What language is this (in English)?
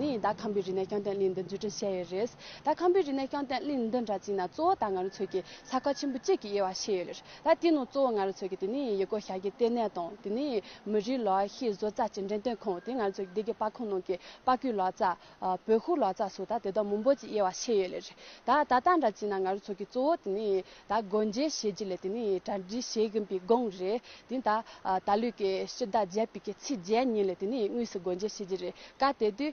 Tibetan